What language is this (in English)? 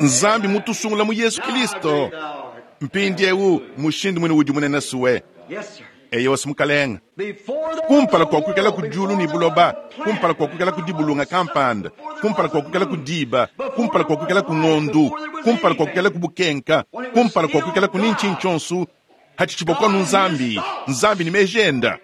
Luba-Lulua